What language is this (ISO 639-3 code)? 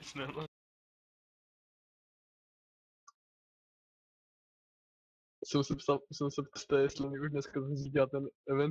ces